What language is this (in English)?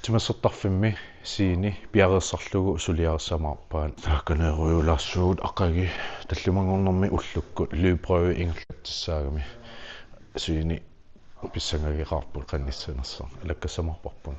Kalaallisut